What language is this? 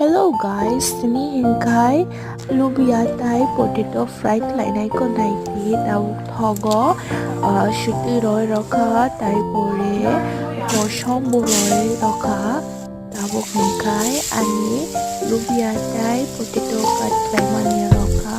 Kok Borok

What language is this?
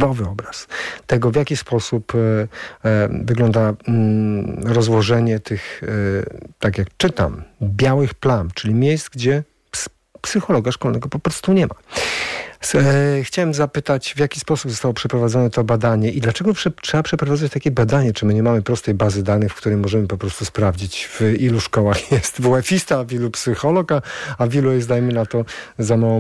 Polish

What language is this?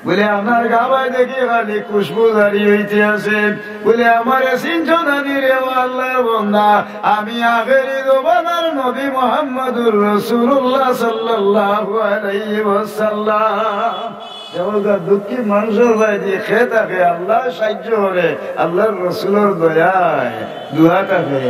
Sylheti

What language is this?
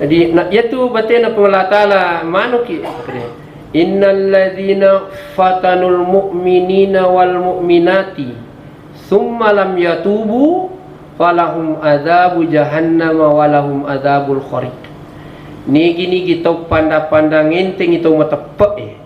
Buginese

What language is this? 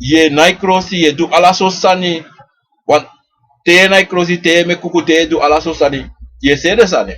Sranan Tongo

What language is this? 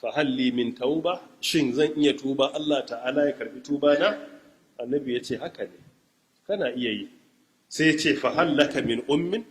Hausa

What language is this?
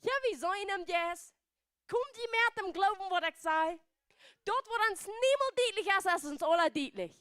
Plautdietsch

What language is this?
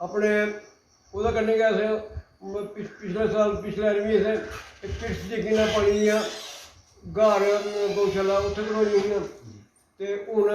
Dogri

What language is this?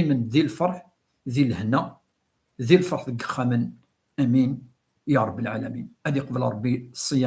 Kabyle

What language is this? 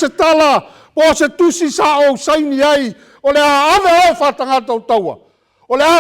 Samoan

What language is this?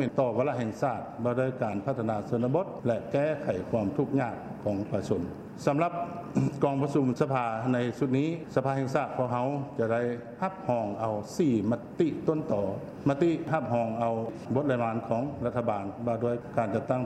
Lao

